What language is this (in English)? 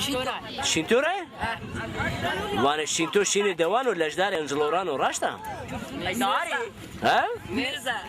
Zaza